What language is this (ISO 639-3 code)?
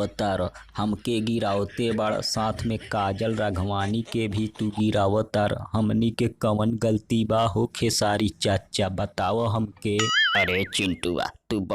bho